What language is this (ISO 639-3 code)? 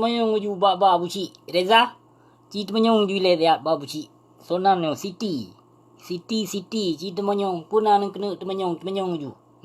ace